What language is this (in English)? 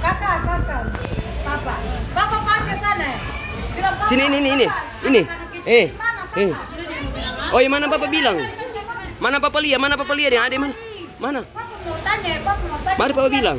Ambonese Malay